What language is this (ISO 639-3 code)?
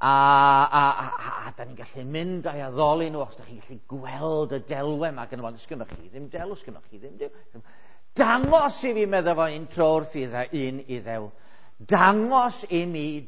cym